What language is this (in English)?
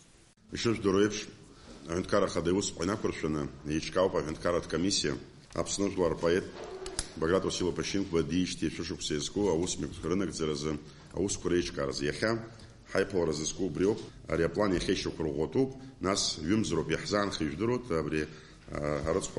Abkhazian